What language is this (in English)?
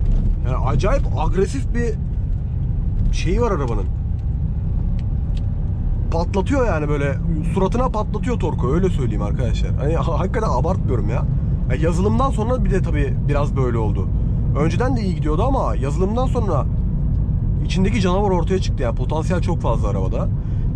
Turkish